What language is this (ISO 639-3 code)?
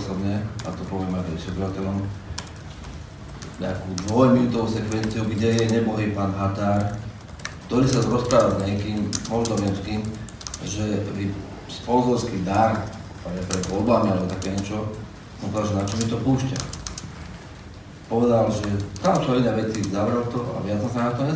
slk